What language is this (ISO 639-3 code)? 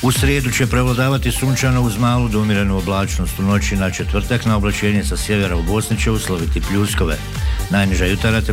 bos